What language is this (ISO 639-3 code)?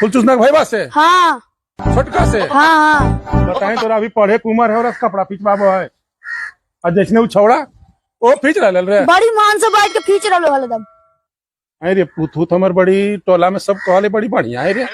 mag